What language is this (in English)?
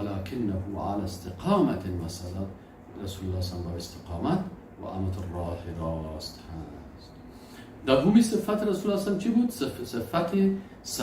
Persian